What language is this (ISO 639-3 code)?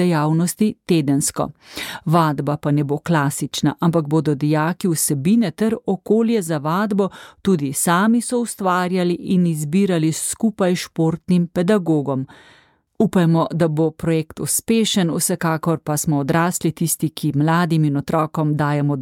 slv